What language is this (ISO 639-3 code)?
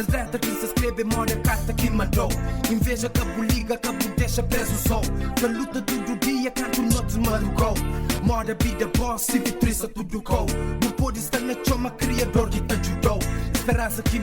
kea